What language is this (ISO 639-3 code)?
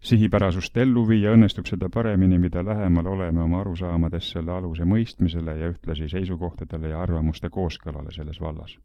est